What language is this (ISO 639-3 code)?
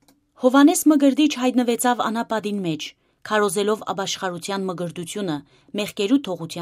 hyw